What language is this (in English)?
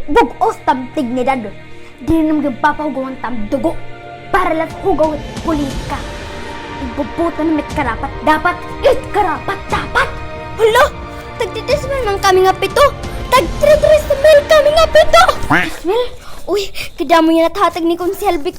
Waray